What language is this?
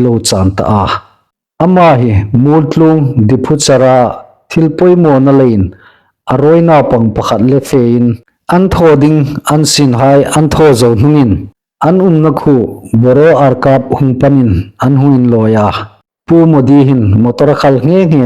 Hmar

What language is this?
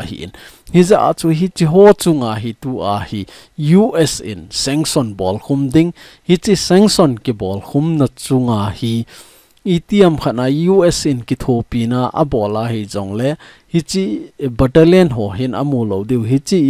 Thado Chin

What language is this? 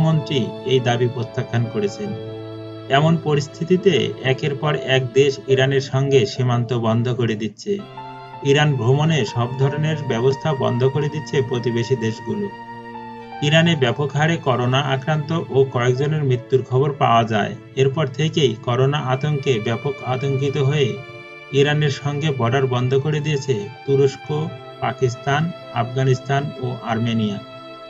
Bangla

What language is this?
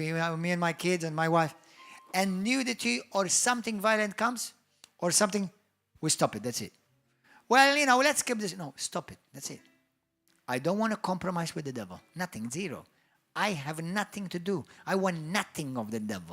English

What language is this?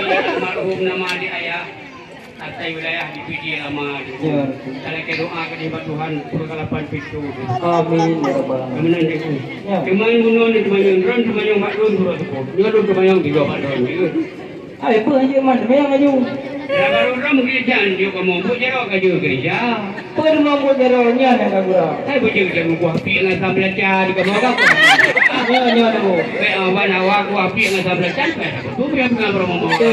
Achinese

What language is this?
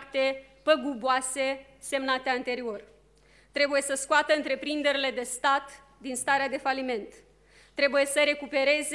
Romanian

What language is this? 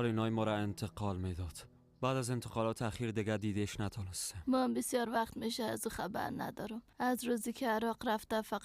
Persian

